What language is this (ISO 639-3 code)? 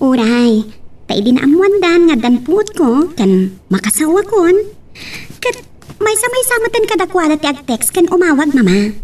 ilo